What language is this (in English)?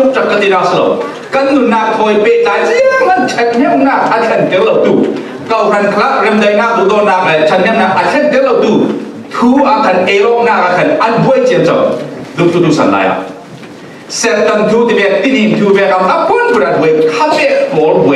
Falam Chin